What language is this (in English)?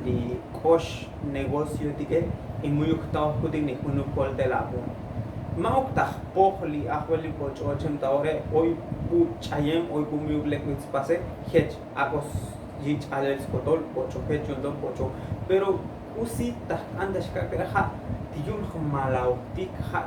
Tzotzil